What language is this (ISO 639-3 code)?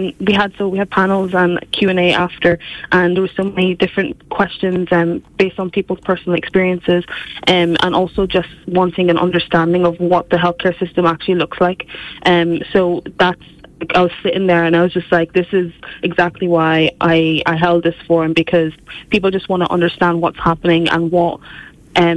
eng